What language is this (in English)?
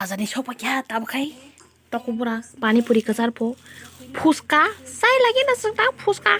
Kok Borok